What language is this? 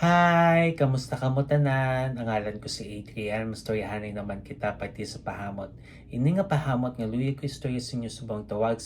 Hiligaynon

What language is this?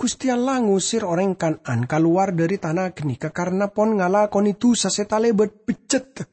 Madurese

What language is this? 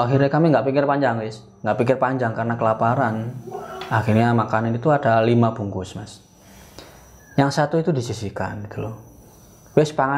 Indonesian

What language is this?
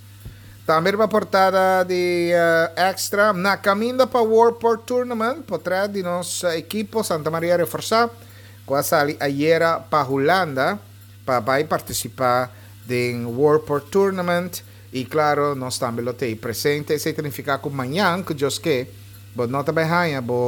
Papiamento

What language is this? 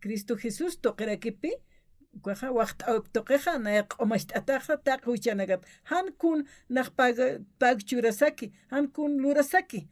Aymara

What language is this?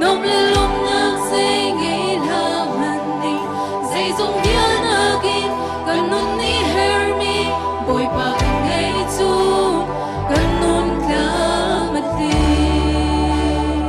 Hakha Chin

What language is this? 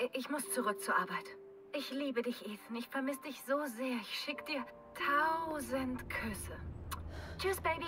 Bavarian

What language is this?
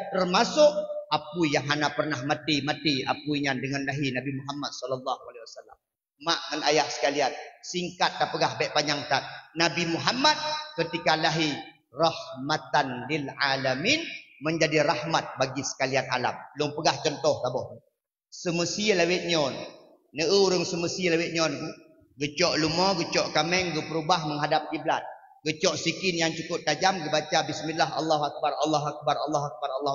Achinese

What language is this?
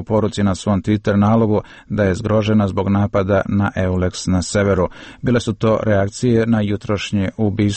Serbian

